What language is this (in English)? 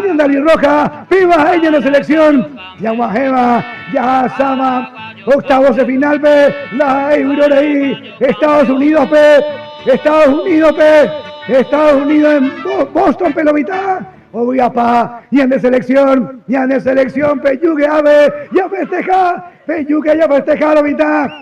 Guarani